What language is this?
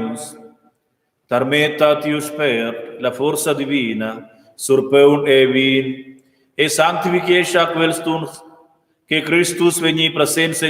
Romansh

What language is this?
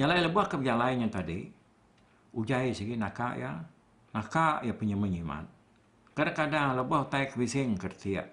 Iban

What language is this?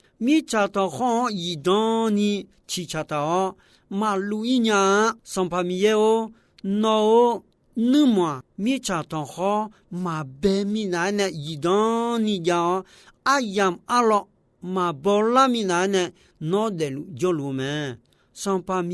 Akha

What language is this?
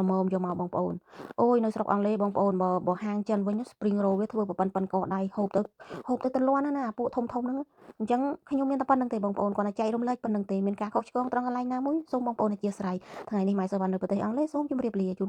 Khmer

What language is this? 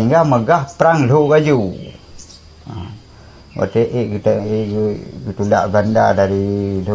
Achinese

